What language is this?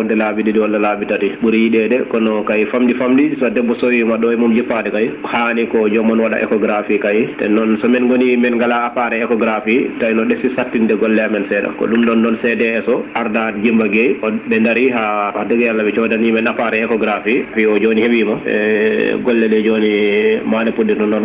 Fula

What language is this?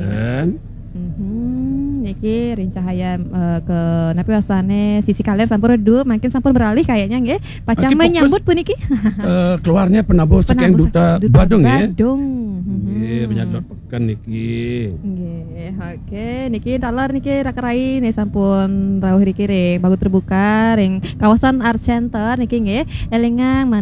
Balinese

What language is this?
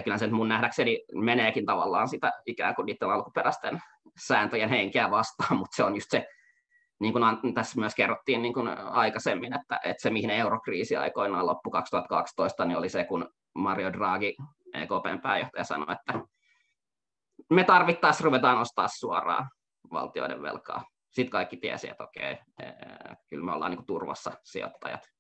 Finnish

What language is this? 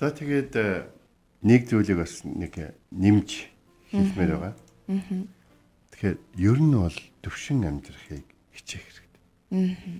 Mongolian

